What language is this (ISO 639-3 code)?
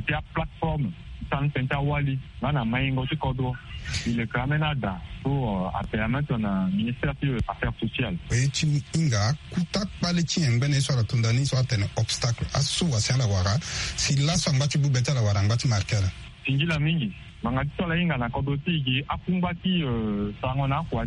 sag